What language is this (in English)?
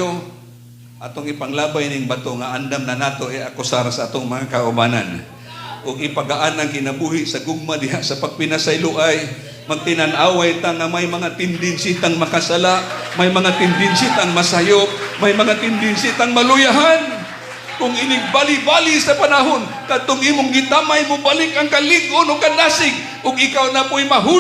Cebuano